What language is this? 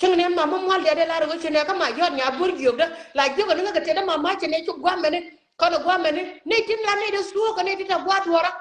Nuer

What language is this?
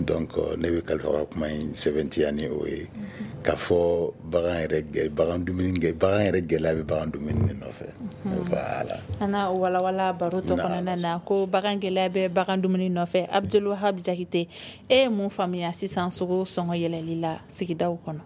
Bambara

